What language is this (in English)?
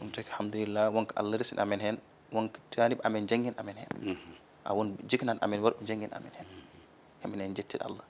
Fula